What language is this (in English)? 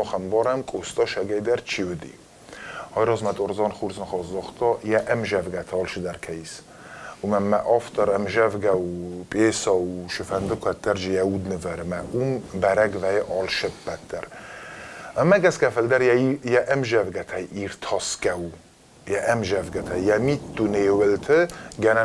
Ossetic